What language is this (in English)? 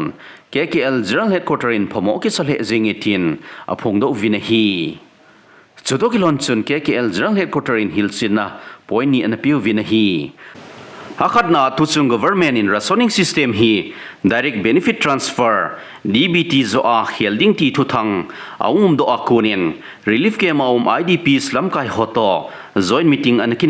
Thado Chin